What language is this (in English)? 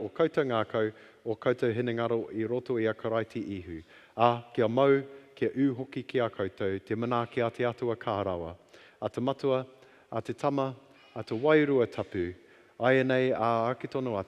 Māori